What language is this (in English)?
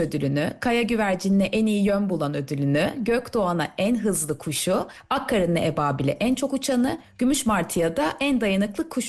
Turkish